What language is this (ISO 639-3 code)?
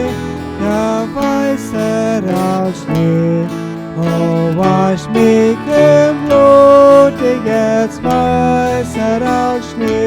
pdt